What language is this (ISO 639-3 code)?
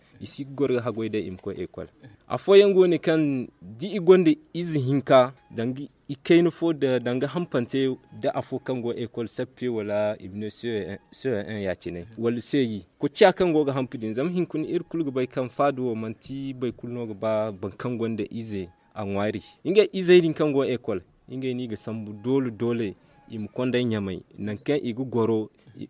dje